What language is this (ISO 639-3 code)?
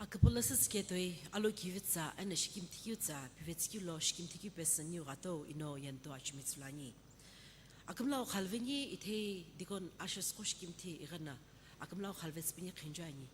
nsm